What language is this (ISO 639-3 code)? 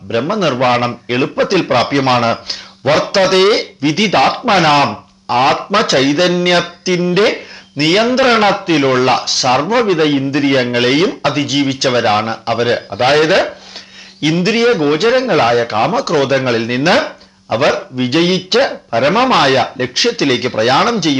mal